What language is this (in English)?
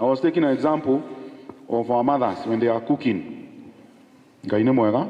Kikuyu